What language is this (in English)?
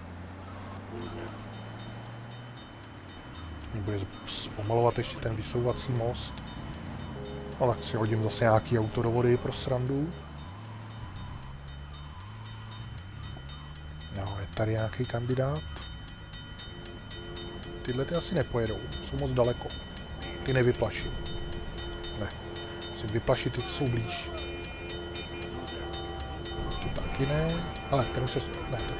Czech